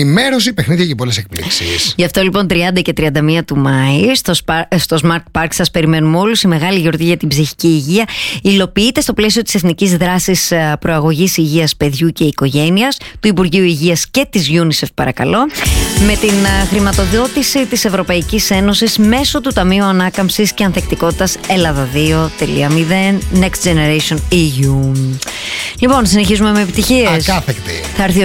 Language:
Greek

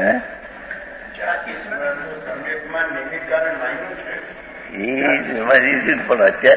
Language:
Gujarati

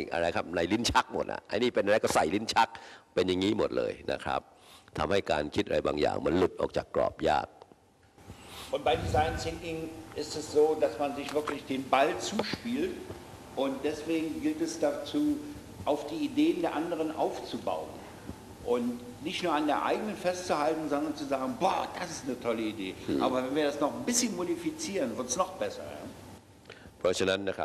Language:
Thai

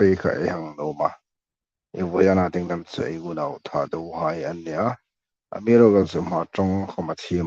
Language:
Hmar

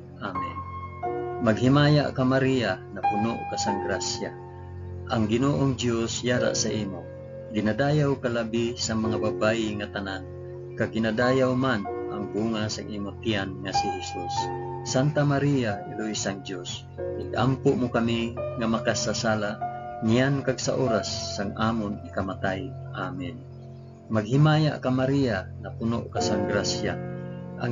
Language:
Hiligaynon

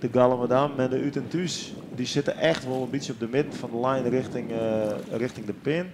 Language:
Western Frisian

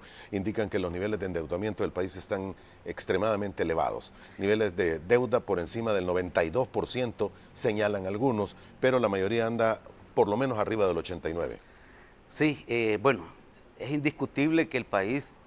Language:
Spanish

